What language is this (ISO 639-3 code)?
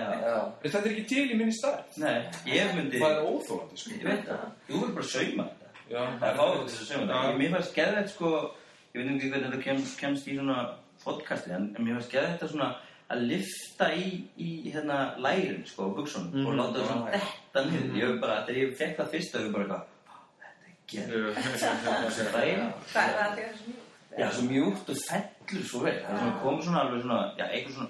isl